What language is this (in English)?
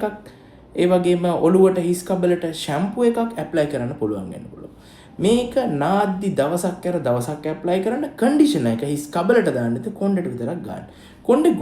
Sinhala